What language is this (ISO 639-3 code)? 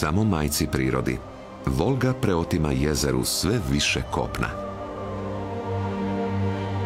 hrv